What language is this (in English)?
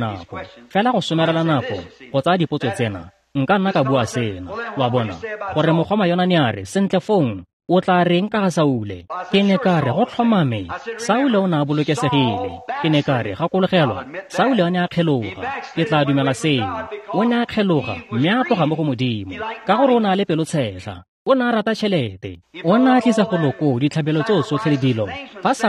Tswana